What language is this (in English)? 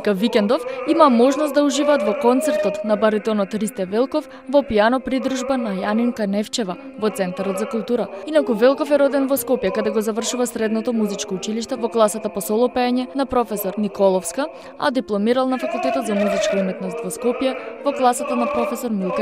Macedonian